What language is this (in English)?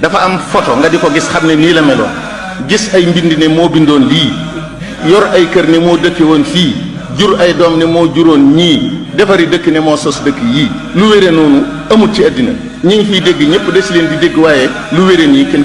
Wolof